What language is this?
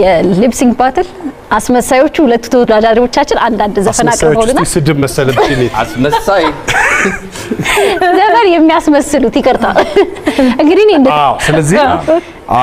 Amharic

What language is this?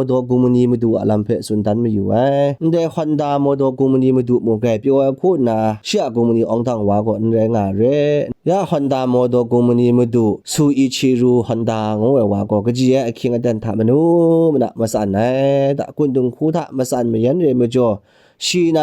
Kachin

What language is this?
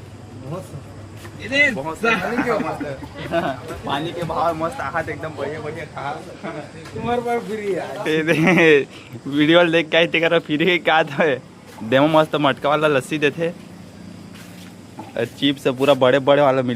Chhattisgarhi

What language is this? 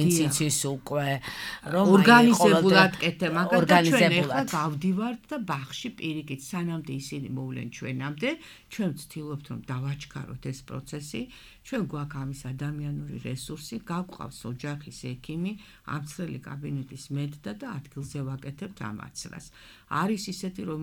Georgian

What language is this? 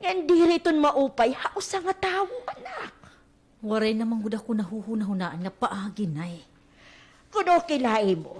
Waray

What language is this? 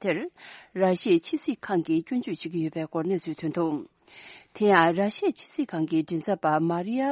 Tibetan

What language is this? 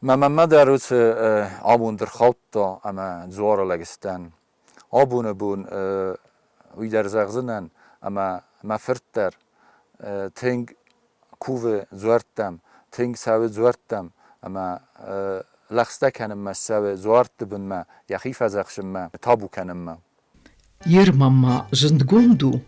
Ossetic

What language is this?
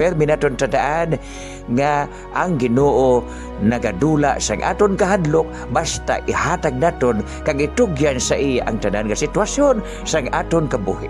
Hiligaynon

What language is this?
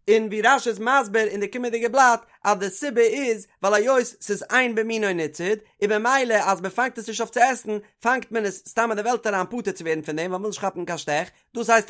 Yiddish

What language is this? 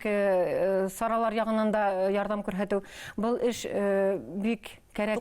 Bashkir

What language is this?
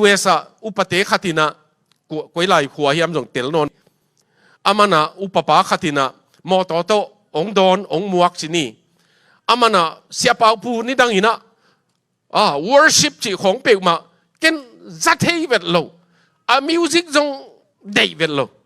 Tedim Chin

